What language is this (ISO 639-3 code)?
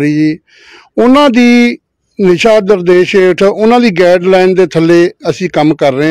pan